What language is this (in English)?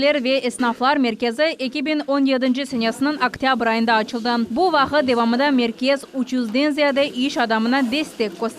Crimean Tatar